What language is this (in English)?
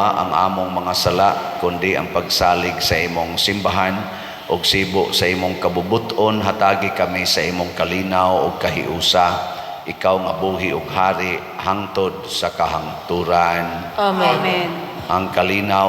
Cebuano